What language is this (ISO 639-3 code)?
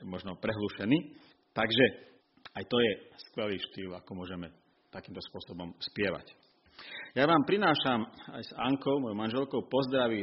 slk